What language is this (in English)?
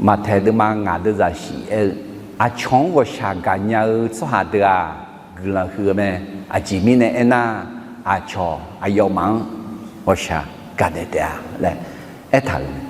Akha